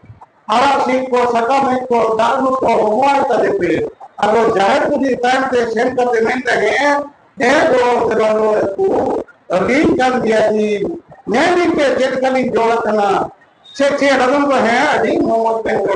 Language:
Santali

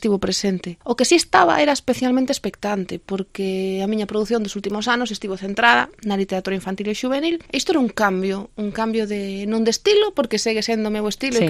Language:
Galician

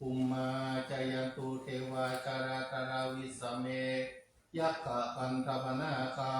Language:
Pali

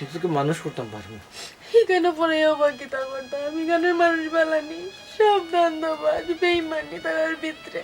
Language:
Sylheti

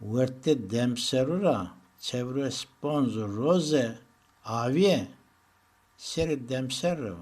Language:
Zaza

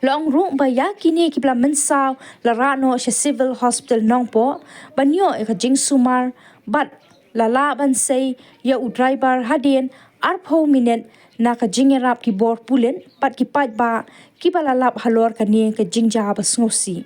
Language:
Khasi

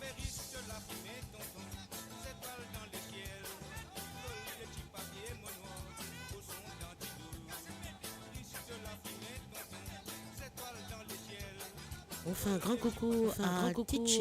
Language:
Morisyen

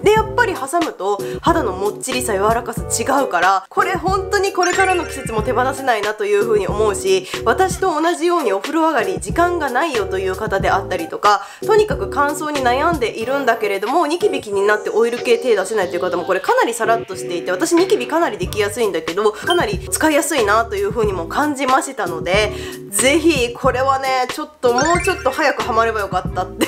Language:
Japanese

